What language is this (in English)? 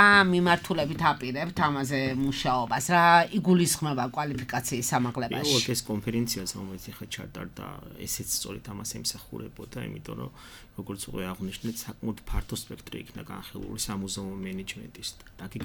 Georgian